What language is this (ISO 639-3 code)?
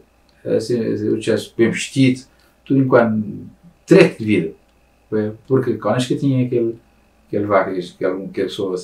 kea